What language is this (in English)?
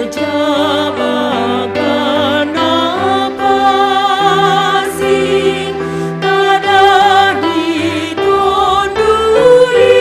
Batak Simalungun